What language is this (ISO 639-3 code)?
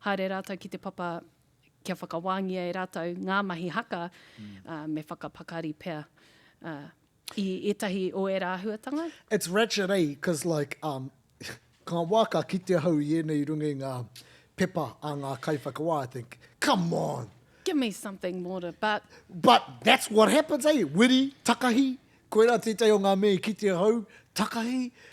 mri